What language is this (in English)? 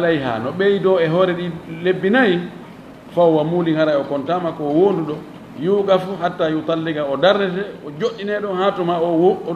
Fula